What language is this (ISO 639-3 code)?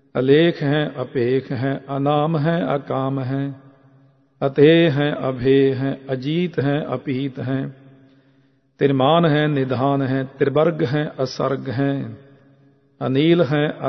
pan